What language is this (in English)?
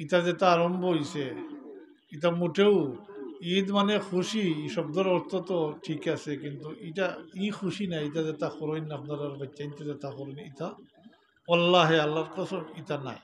Sylheti